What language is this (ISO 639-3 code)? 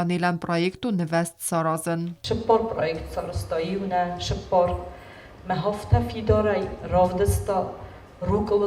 oss